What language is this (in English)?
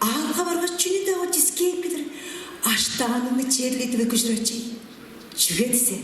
Tuvinian